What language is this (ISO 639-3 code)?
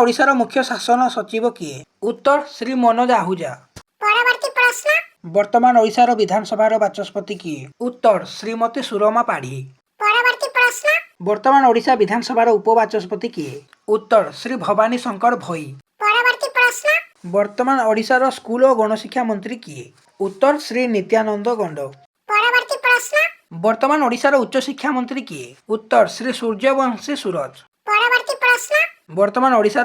ori